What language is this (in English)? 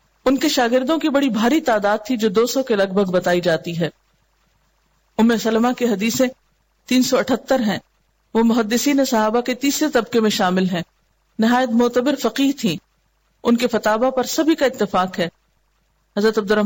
Urdu